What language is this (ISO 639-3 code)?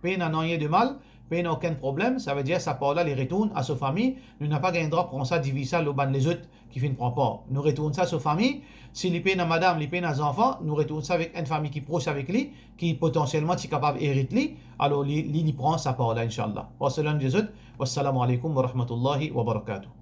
mfe